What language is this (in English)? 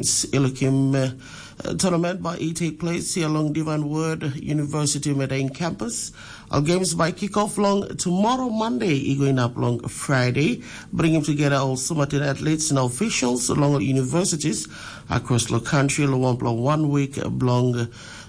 Tok Pisin